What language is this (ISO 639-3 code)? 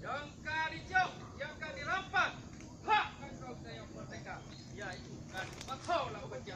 ace